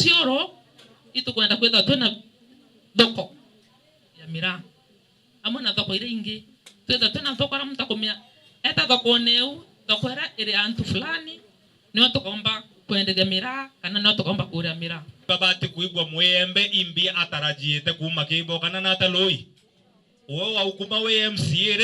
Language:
Meru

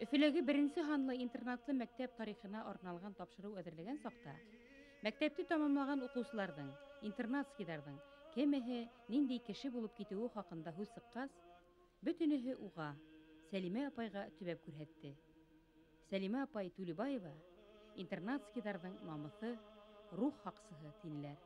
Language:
Bashkir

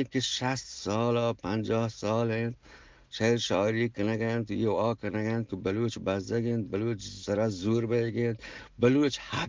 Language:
Eastern Balochi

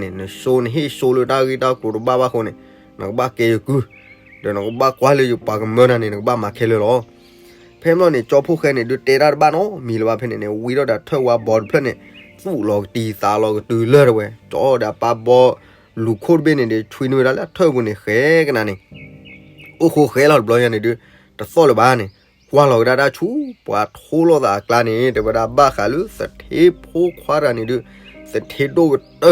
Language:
S'gaw Karen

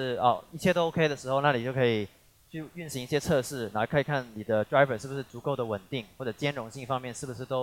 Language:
Chinese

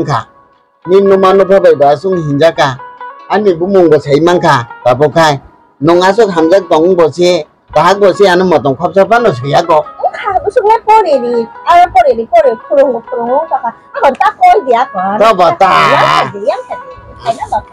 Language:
Kok Borok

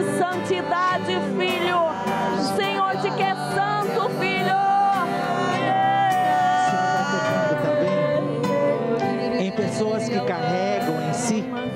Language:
Portuguese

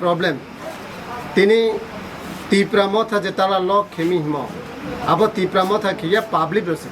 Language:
Kok Borok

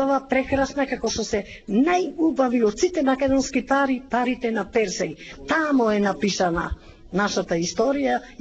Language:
Macedonian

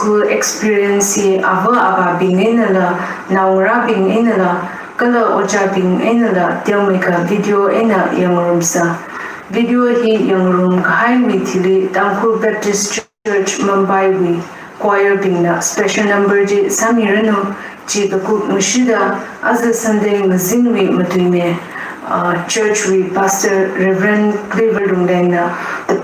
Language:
Tangkhul Naga (India)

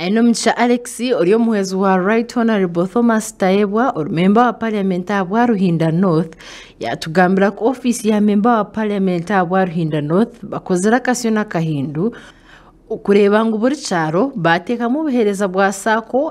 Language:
Nyankole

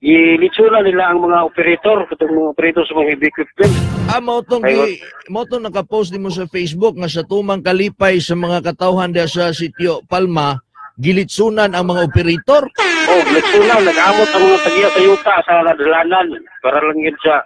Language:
Cebuano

